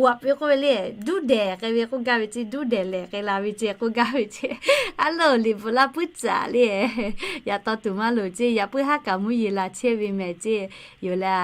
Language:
Lahu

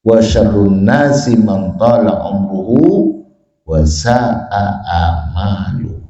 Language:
Madurese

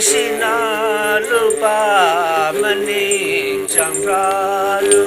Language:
Tangkhul Naga (India)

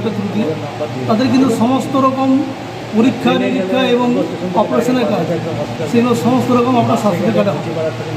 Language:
Bangla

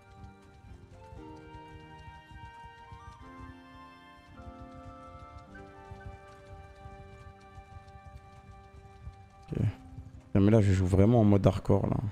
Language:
French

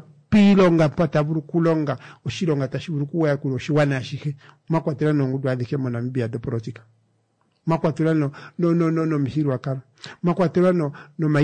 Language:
Kuanyama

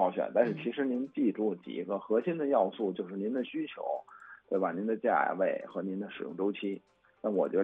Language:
Chinese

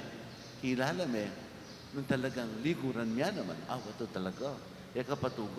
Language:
Pampanga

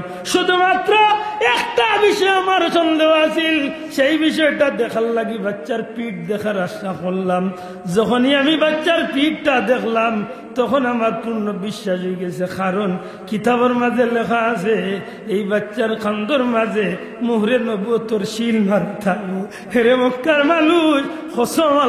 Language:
Sylheti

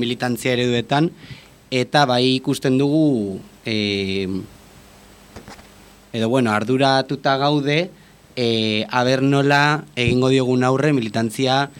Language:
Basque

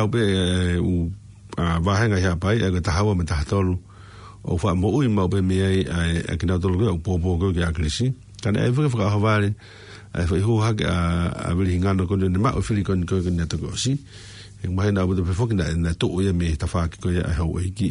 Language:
Tongan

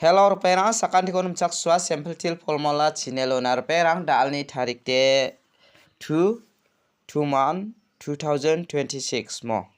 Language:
Garo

